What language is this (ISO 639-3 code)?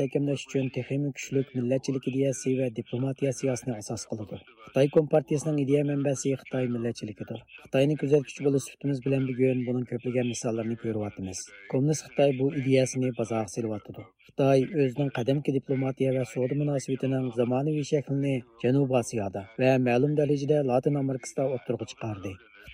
uig